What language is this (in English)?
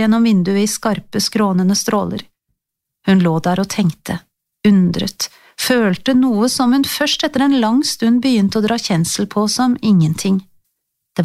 Norwegian